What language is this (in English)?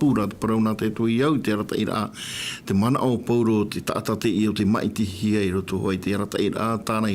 Tahitian